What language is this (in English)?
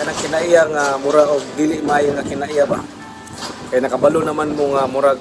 Cebuano